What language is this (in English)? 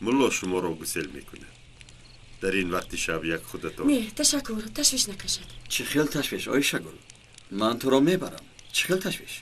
Tajik